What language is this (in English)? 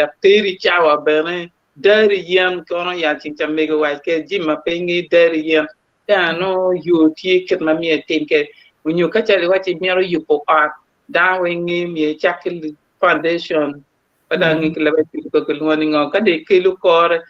Acoli